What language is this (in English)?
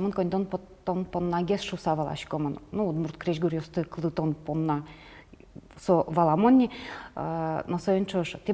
Udmurt